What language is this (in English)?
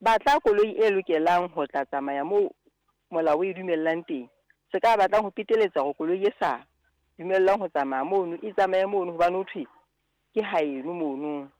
Southern Sotho